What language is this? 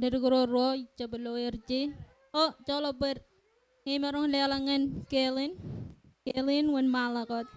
Marshallese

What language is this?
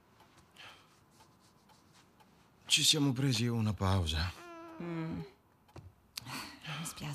Italian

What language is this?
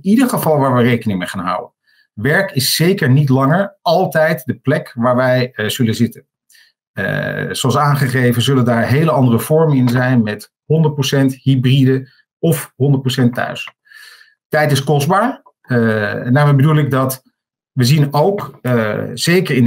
Dutch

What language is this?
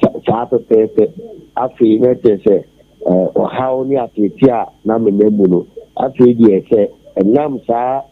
Akan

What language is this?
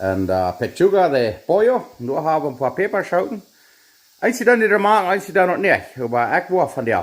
Plautdietsch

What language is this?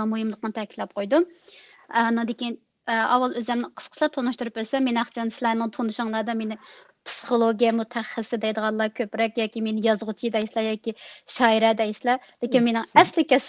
Uyghur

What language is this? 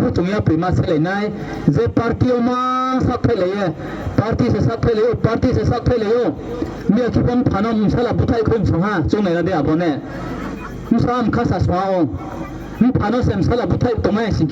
Riang (India)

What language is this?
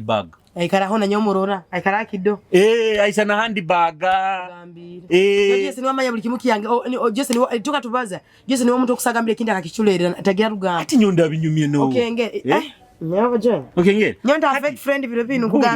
Nyoro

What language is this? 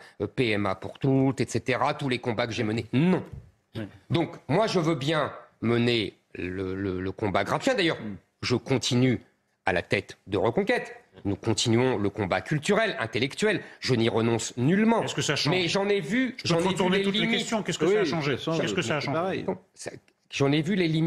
French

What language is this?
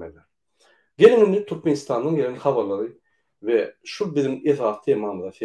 Turkmen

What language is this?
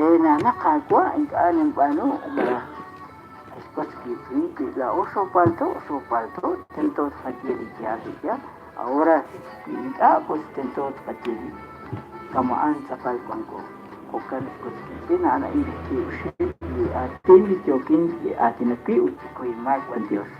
Kekchí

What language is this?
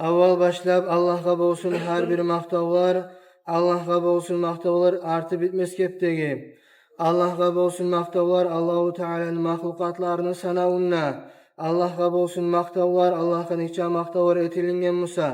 Kumyk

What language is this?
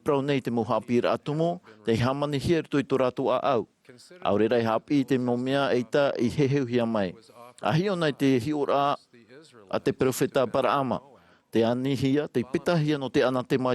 Tahitian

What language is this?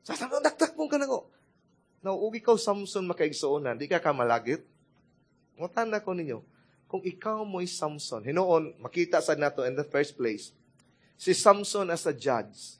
Cebuano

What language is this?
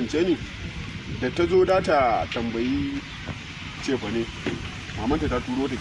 Hausa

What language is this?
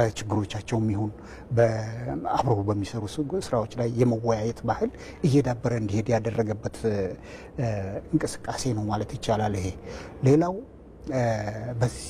Amharic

